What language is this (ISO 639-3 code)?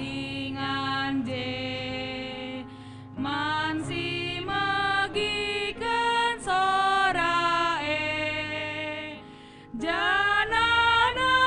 btx